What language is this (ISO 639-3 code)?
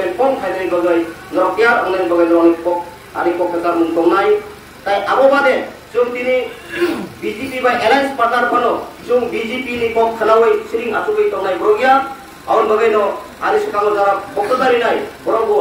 trp